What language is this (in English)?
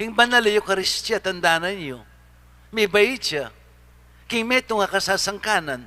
Pampanga